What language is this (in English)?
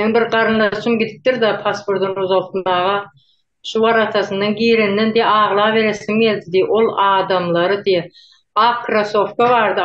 Turkmen